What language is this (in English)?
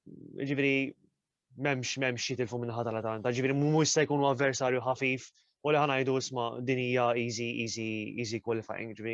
Maltese